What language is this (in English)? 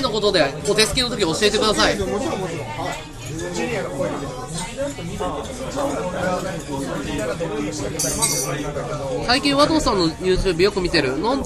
Japanese